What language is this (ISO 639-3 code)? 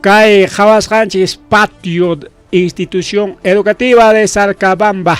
quy